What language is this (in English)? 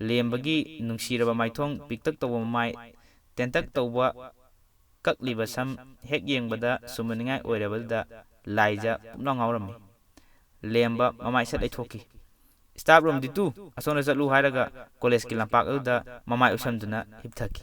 Manipuri